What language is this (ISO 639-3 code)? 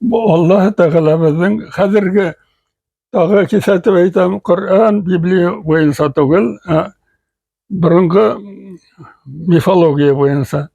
bak